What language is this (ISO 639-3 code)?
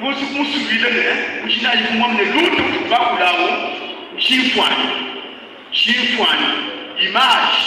lua